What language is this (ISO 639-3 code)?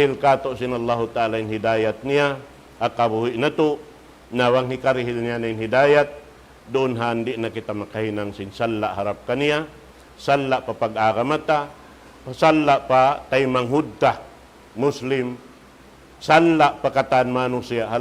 tsg